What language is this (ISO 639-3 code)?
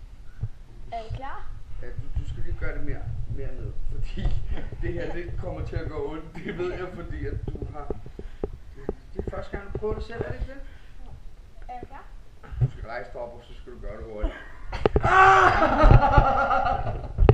dan